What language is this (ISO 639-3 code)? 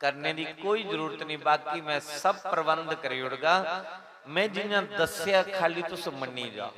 doi